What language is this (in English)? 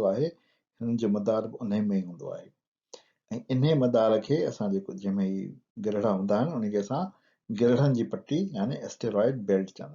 Sindhi